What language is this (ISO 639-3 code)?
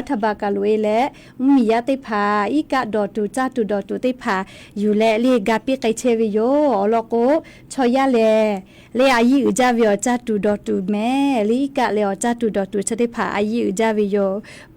lhu